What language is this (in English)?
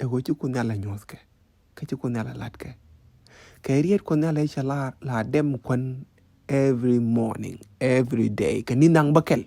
Nuer